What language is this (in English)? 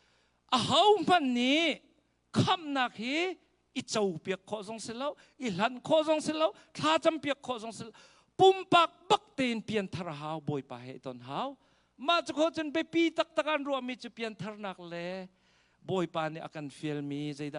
Hakha Chin